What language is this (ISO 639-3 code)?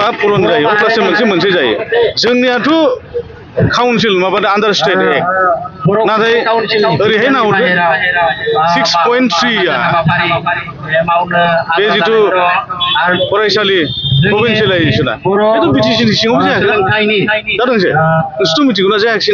brx